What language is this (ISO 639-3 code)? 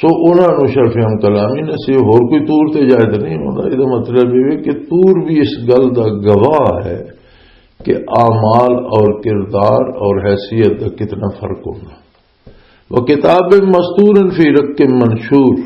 lah